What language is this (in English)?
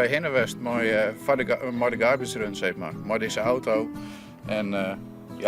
Western Frisian